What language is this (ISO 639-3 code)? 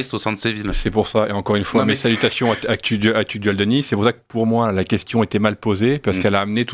fra